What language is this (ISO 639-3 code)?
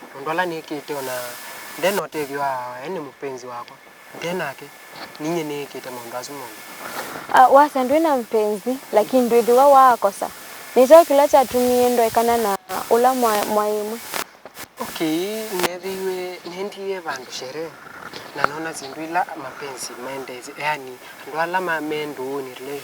kam